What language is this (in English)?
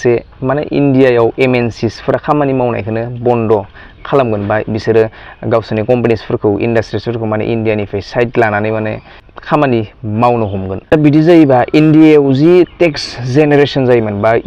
Bodo